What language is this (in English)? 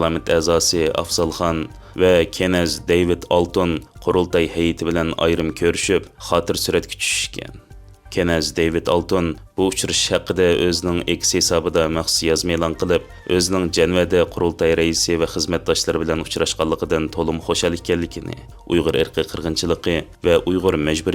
Uyghur